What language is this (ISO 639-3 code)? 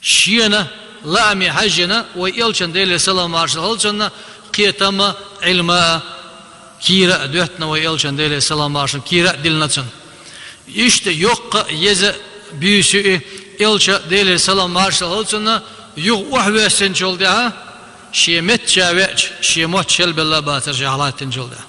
che